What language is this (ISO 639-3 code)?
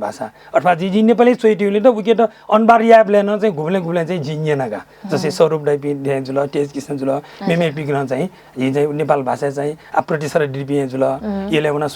new